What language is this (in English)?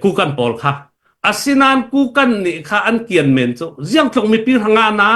Hakha Chin